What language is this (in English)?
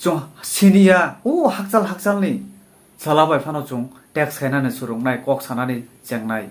Kok Borok